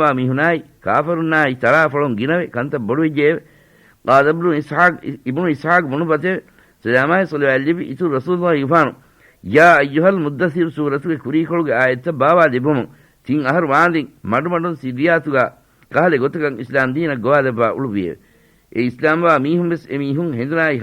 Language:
Divehi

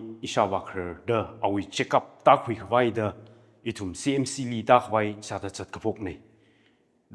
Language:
Tangkhul Naga (India)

